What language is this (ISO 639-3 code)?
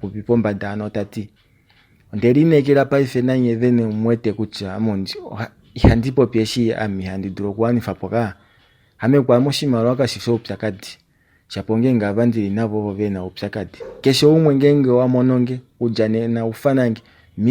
kua